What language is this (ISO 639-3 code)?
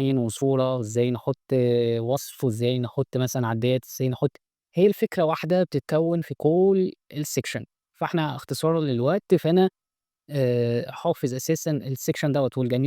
arz